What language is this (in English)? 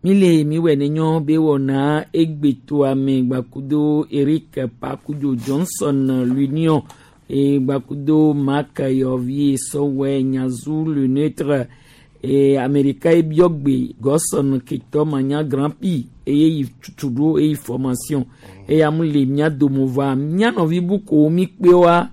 Gen